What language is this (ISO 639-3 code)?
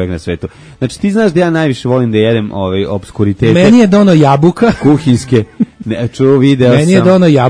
srp